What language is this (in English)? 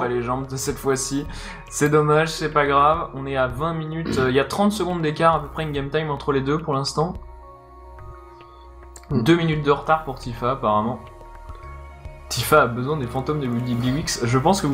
French